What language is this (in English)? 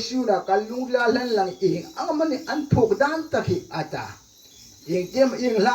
Hmar